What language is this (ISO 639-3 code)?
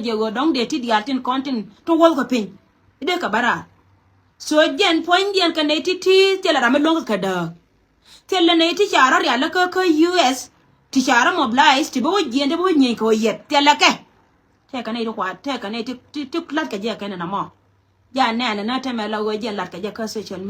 nus